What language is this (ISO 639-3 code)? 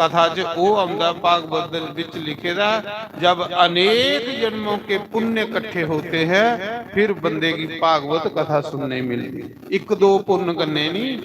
doi